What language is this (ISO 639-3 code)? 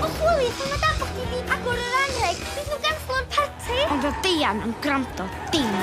cym